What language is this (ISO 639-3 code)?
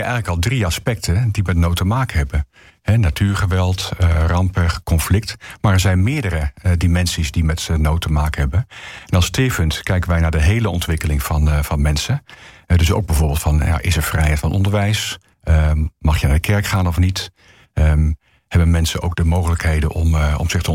nld